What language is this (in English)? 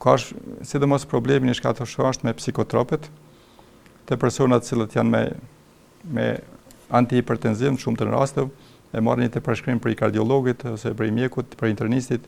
Albanian